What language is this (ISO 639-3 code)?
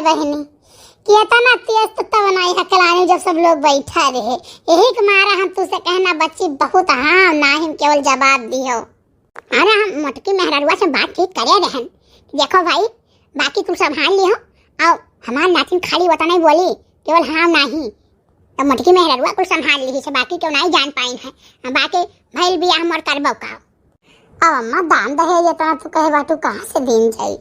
awa